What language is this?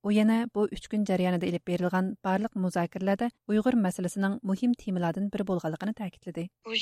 Uyghur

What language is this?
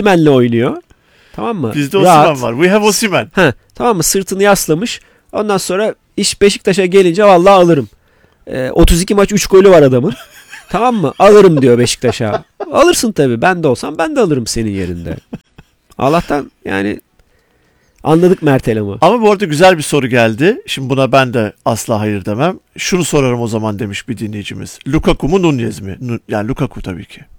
Turkish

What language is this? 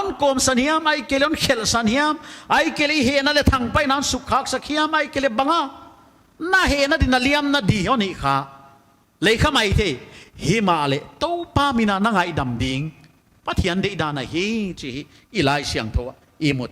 Paite Chin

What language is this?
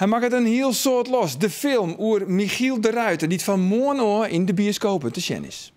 Western Frisian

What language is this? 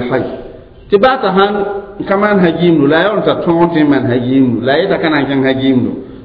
Mossi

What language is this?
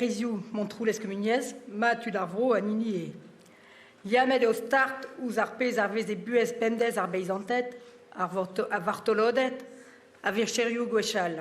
Breton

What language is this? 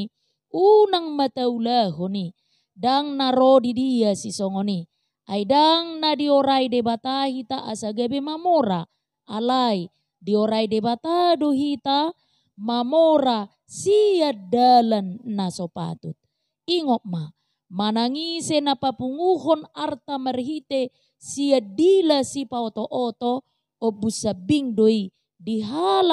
Batak Toba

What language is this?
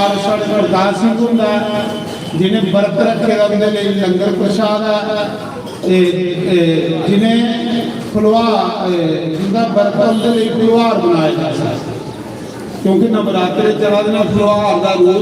Dogri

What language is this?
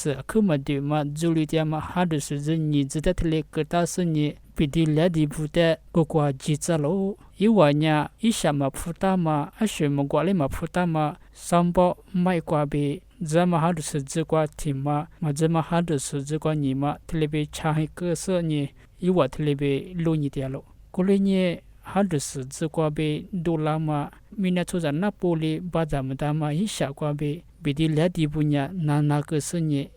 Lisu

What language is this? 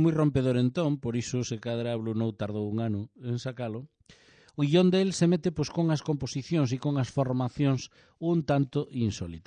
Galician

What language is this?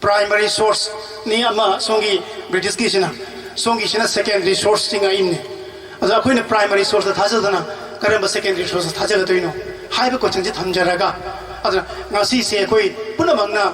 Manipuri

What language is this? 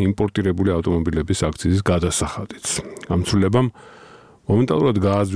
Georgian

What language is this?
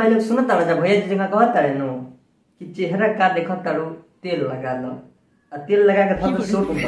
Bhojpuri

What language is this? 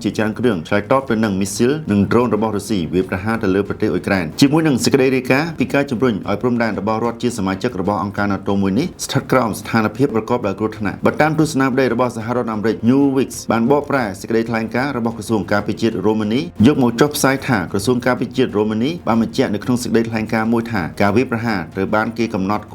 Khmer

